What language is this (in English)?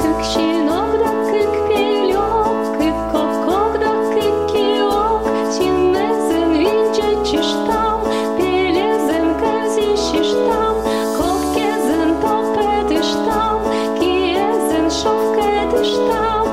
Komi-Permyak